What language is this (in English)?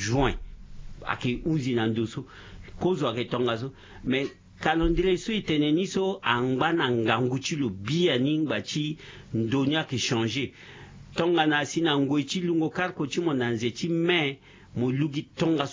Sango